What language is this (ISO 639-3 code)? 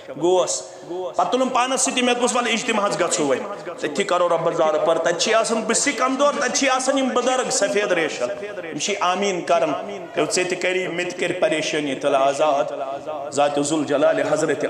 kas